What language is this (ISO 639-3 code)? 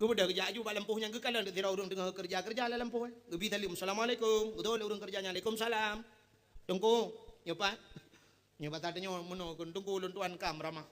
ace